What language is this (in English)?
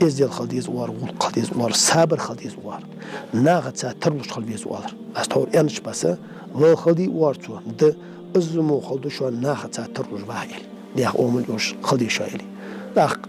Ingush